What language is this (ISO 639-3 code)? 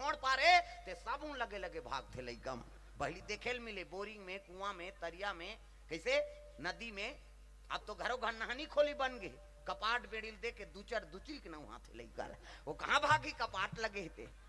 hne